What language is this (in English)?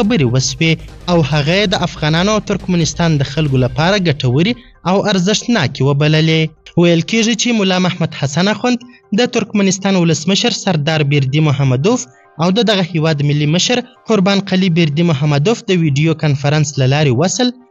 Pashto